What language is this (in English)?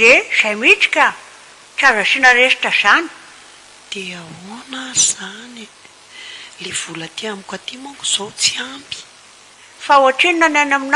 Malagasy